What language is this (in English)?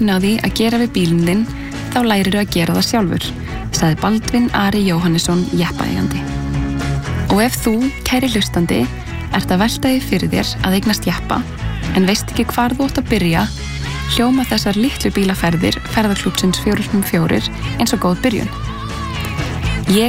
Icelandic